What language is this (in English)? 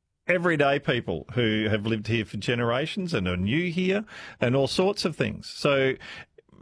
English